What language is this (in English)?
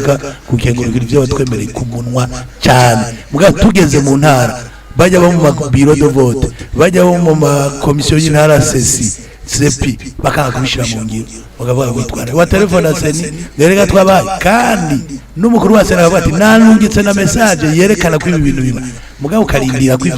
Rundi